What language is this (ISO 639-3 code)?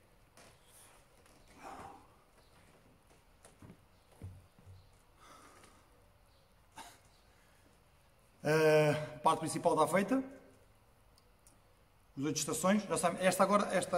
por